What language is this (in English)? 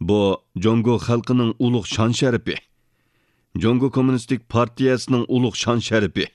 Uyghur